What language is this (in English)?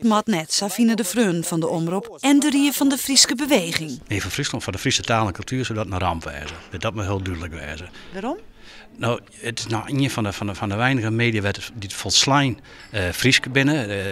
Western Frisian